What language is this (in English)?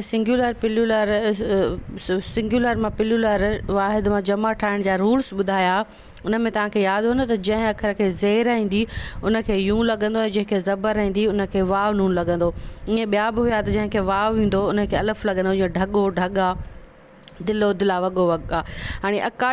Sindhi